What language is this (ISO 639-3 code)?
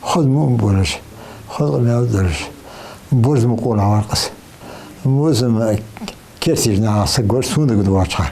inh